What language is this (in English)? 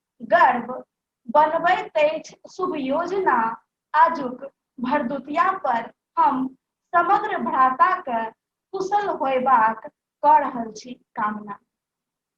Maithili